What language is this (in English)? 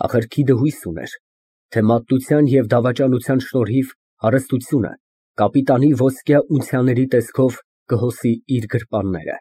Armenian